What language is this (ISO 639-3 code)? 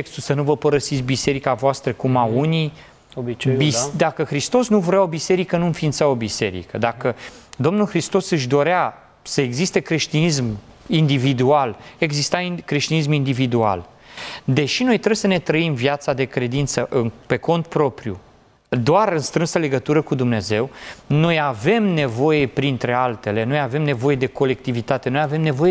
ron